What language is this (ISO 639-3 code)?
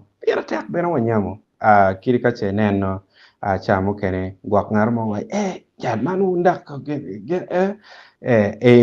ach